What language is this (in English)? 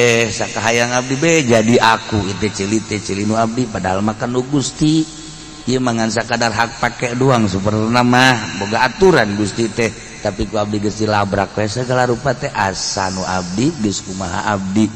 Sundanese